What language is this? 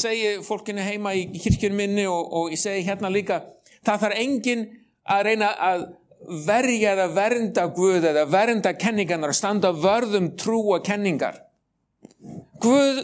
Icelandic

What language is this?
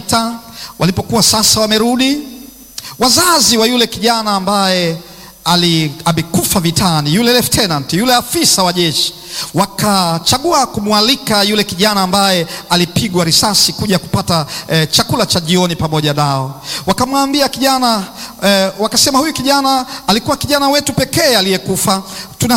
Swahili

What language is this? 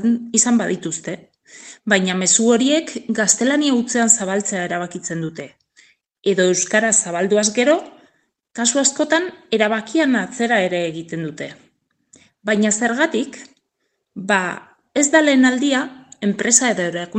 Basque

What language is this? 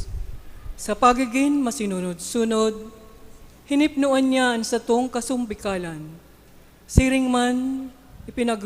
Bikol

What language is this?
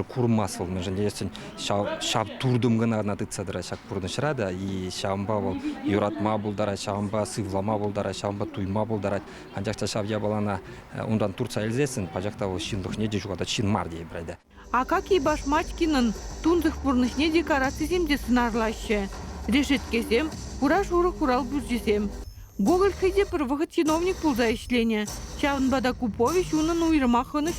Chuvash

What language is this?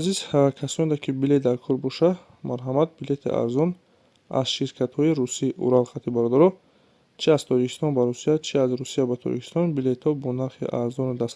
Tajik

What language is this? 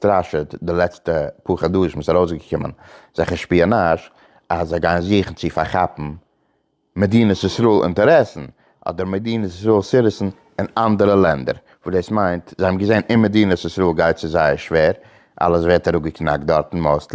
Yiddish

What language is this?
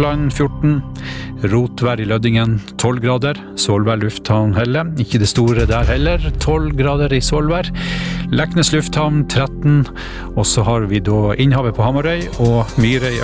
Norwegian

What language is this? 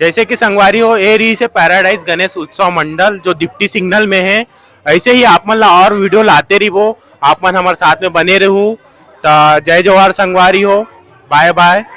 Chhattisgarhi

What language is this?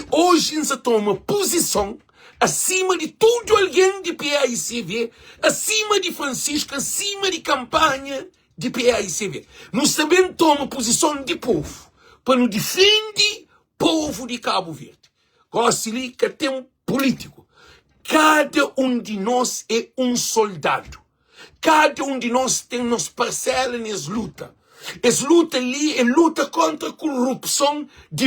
Kabuverdianu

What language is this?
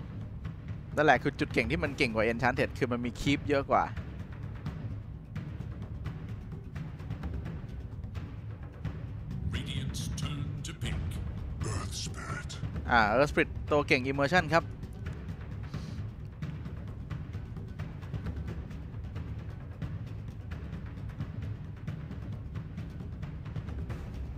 Thai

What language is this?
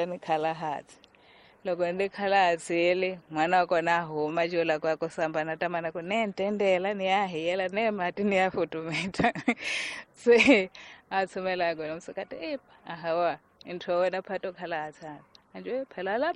Tsonga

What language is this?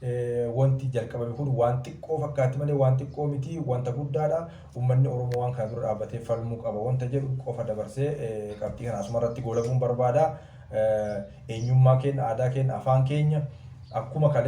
Oromo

